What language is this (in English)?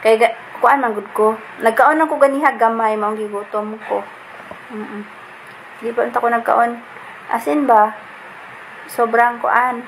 Cebuano